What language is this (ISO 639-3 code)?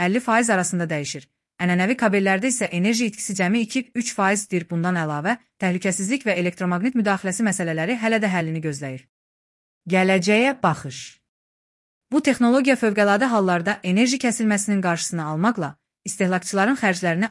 aze